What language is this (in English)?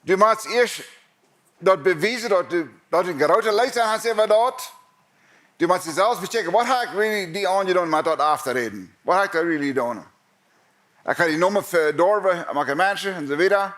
Plautdietsch